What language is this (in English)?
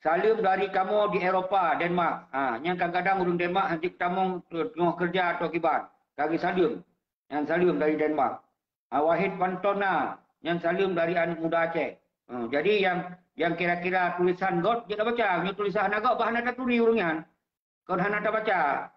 Achinese